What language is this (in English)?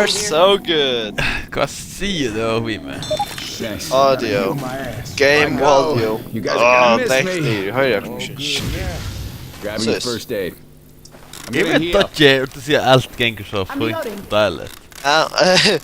Faroese